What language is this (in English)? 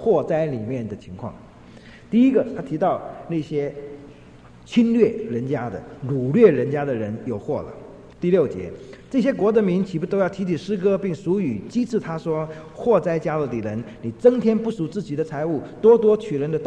Chinese